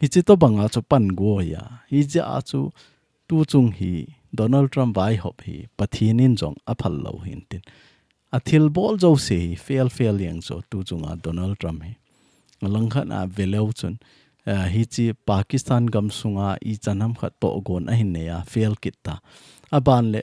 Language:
Thado Chin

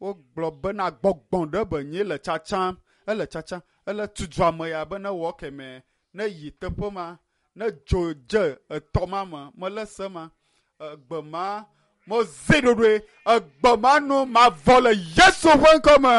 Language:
Ewe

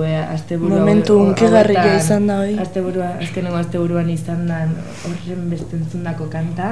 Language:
Basque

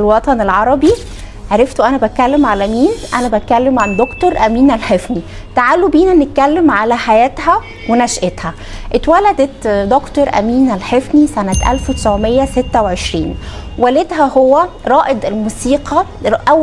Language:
Egyptian Arabic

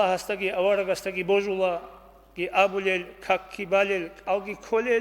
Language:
Avaric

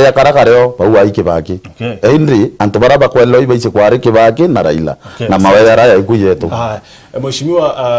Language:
Meru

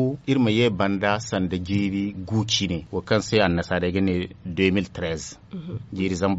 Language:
Zarma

